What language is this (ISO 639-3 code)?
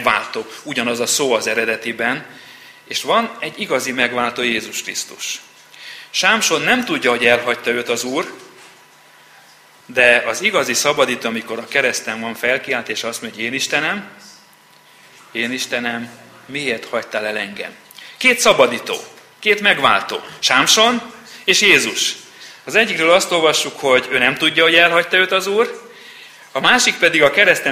hun